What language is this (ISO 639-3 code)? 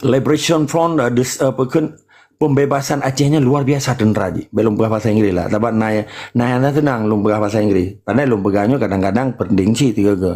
ace